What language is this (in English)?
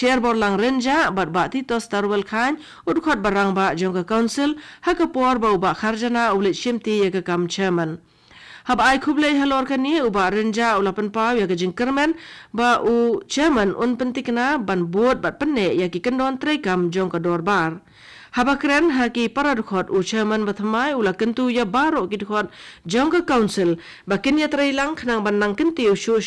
Khasi